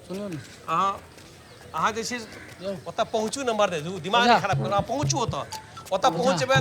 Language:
Maithili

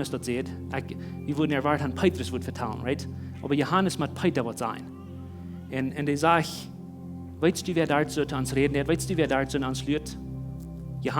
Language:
Plautdietsch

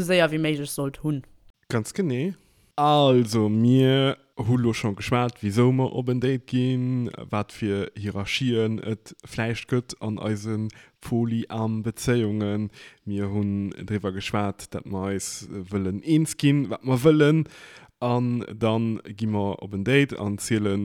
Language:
Luxembourgish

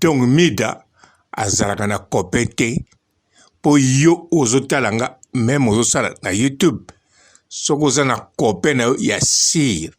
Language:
Lingala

